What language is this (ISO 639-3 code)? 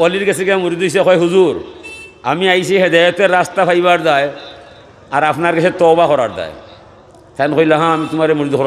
syl